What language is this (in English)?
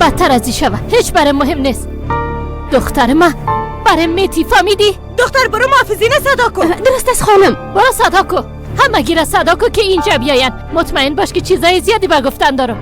Persian